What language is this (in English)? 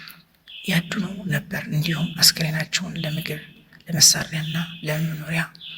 Amharic